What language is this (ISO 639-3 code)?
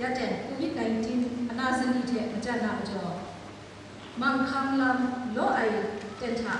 kac